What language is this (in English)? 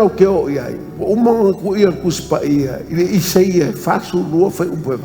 Samoan